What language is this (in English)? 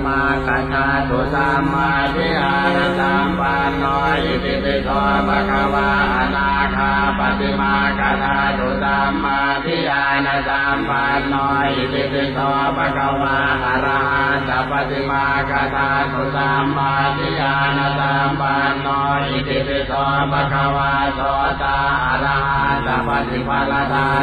Pali